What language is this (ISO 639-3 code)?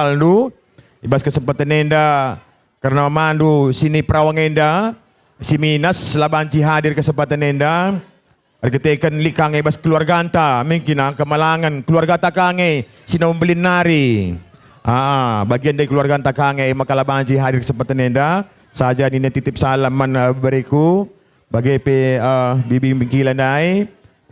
btx